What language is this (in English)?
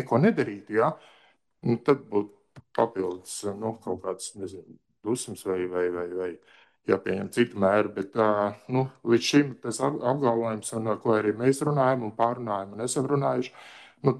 Latvian